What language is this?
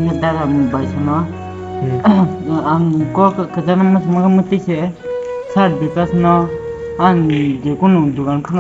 Kok Borok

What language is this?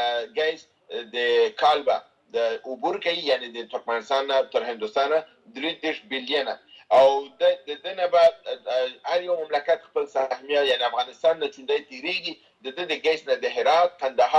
Pashto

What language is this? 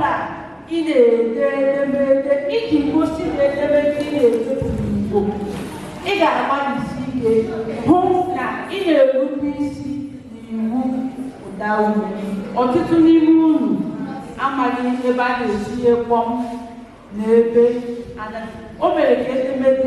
Igbo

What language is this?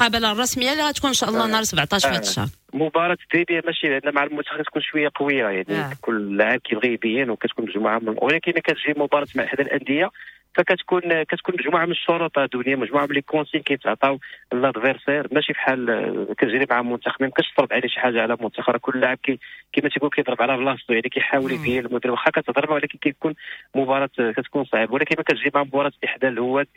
Moroccan Arabic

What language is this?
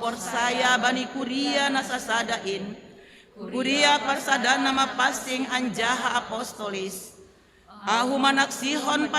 Batak Simalungun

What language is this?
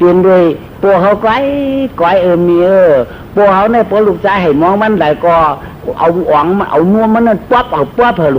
Shan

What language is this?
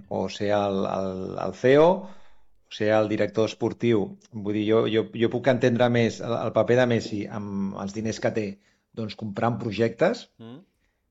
Catalan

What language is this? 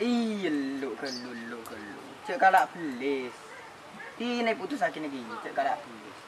Madurese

